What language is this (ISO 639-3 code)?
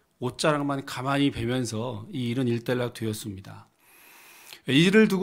kor